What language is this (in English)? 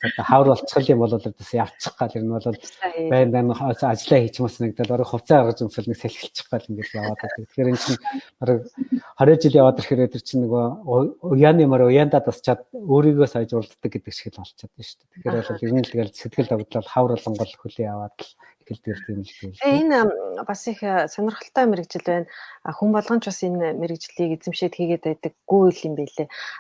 Mongolian